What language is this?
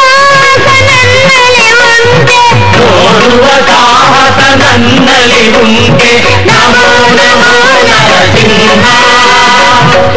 Kannada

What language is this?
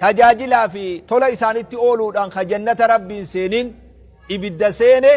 Oromo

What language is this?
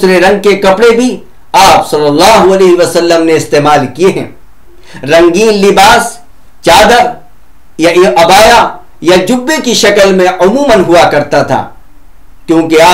Urdu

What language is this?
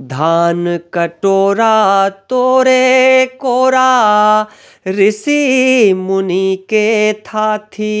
Chhattisgarhi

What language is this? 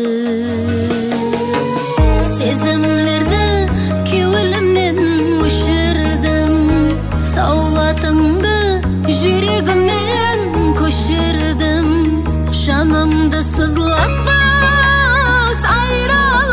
Kazakh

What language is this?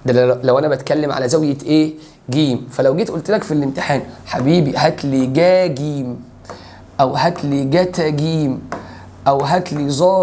Egyptian Arabic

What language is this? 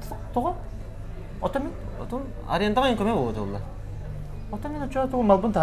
Yakut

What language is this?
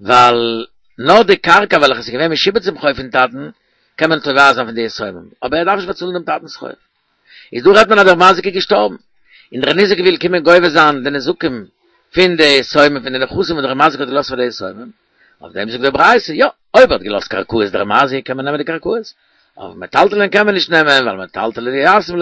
Yiddish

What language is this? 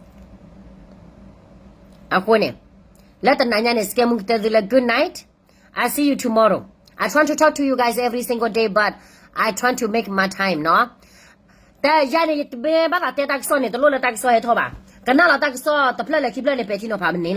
S'gaw Karen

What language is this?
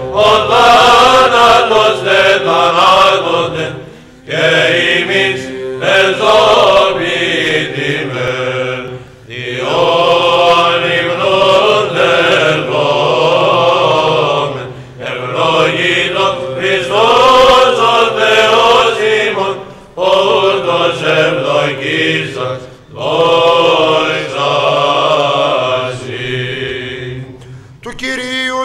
Greek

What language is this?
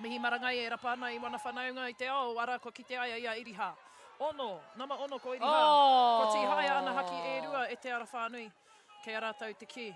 Māori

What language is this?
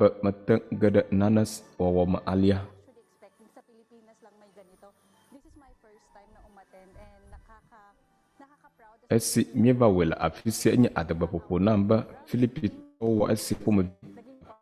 Ewe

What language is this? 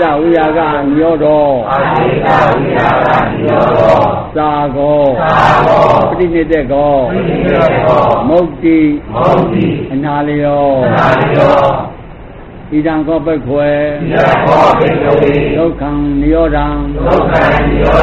Burmese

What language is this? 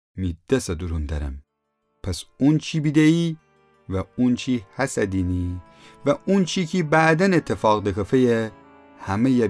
Gilaki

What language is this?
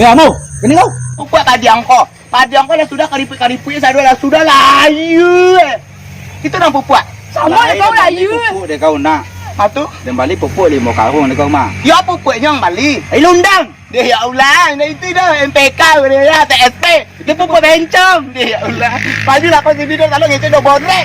Minangkabau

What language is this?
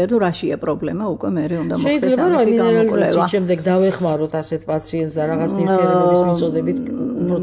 Georgian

